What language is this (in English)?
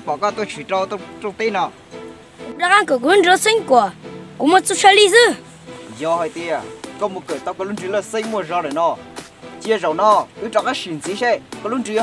Hmong